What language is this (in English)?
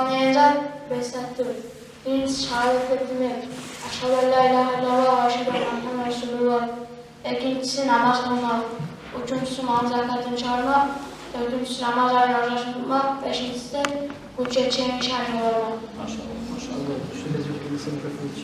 Kumyk